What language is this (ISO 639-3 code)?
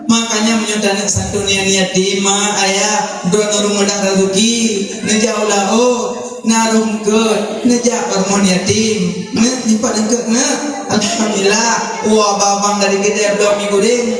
ace